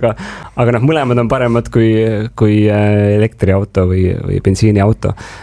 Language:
Estonian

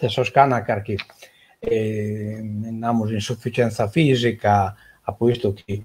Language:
Sardinian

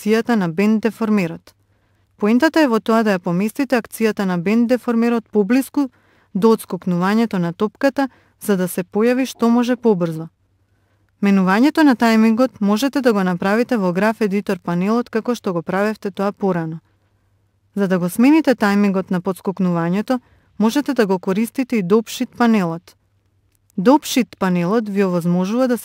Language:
Macedonian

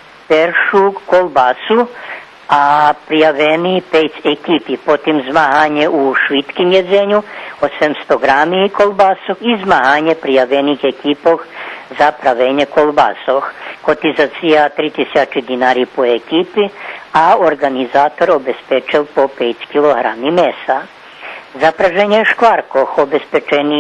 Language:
Rusyn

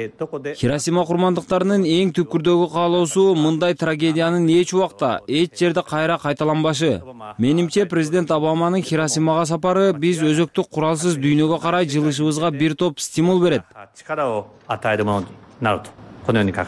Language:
Kyrgyz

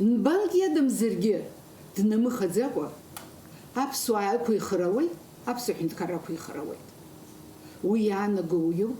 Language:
Abkhazian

